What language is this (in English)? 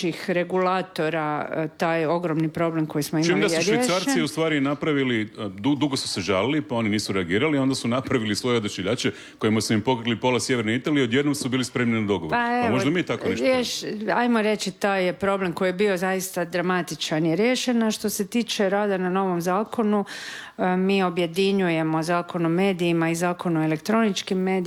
Croatian